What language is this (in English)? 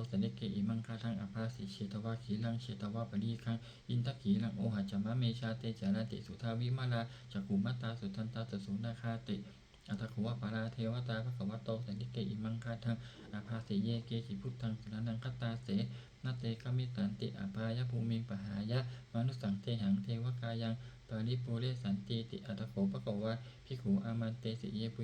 Pali